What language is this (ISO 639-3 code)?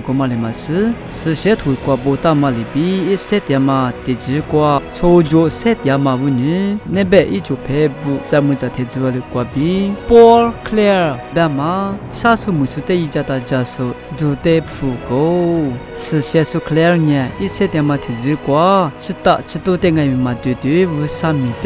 lis